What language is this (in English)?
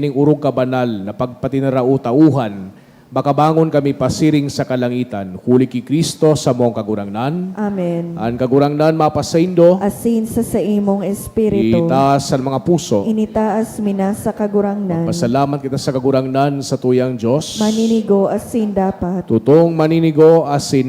Bikol